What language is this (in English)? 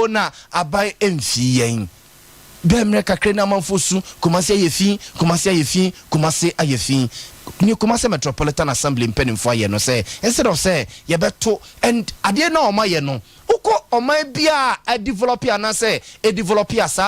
Akan